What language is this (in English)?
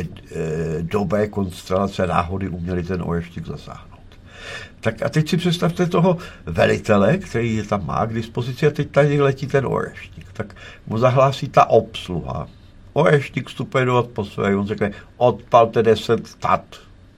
Czech